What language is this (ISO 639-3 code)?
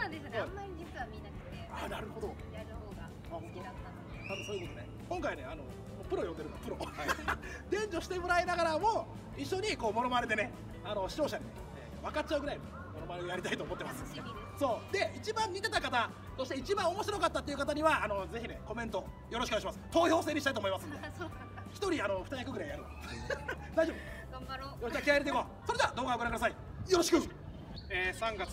jpn